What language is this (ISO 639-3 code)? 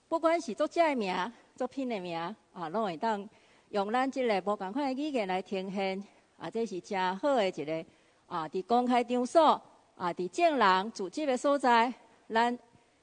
nan